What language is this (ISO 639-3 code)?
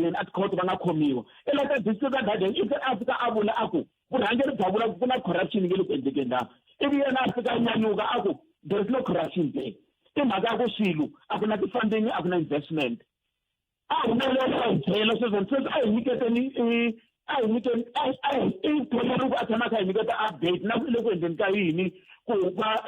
tso